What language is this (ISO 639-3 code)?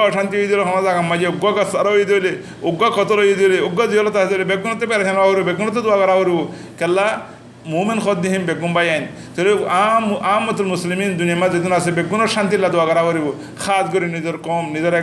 rhg